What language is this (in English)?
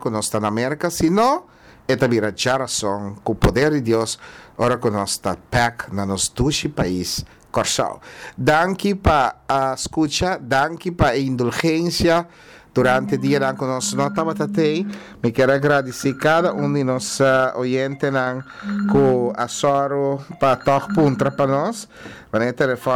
Papiamento